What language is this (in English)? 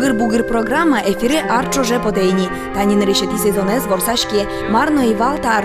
Udmurt